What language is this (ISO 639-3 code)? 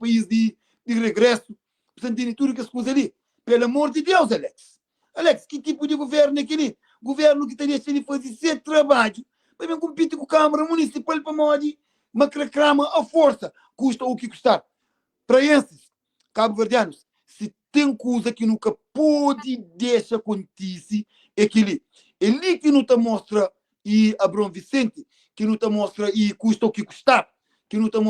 kea